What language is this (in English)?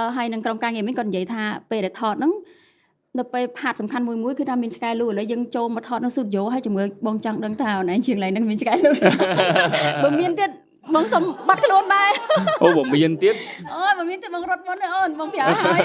Khmer